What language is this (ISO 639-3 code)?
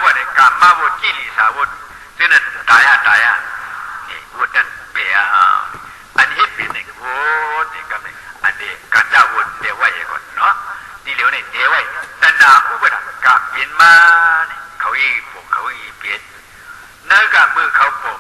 shn